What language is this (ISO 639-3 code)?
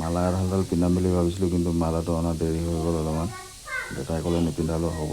asm